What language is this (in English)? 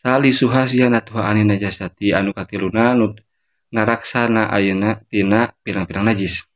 Sundanese